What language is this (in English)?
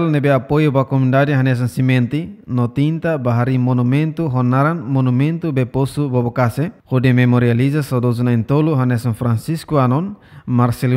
Tetum